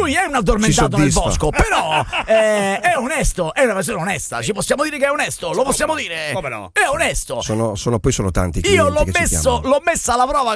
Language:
Italian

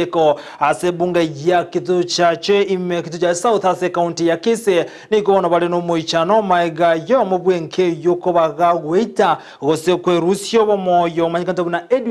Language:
Gusii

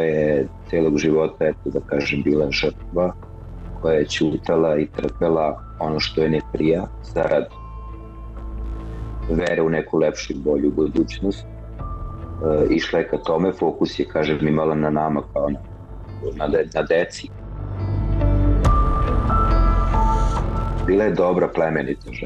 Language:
Serbian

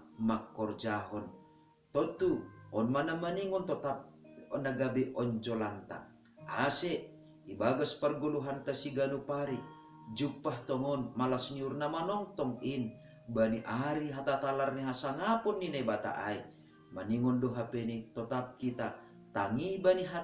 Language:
Batak Simalungun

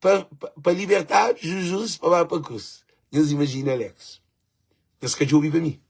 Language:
Kabuverdianu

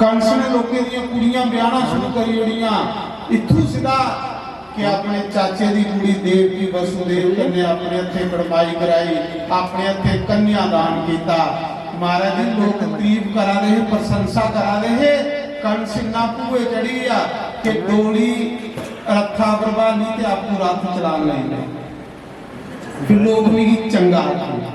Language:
Dogri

